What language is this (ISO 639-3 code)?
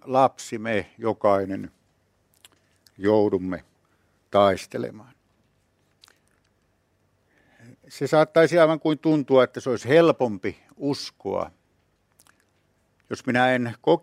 fin